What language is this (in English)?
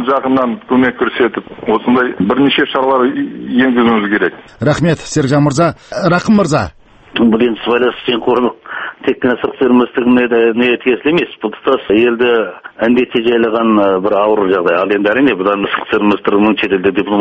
Kazakh